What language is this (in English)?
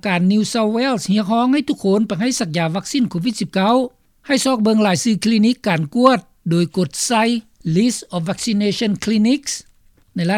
Lao